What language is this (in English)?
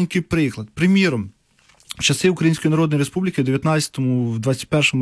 Ukrainian